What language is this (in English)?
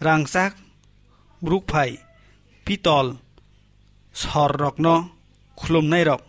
Kok Borok